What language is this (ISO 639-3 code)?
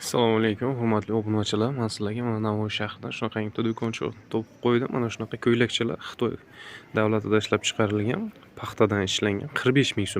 uzb